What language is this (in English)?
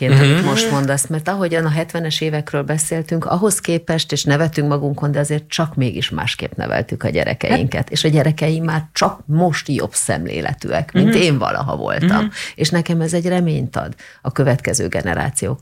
Hungarian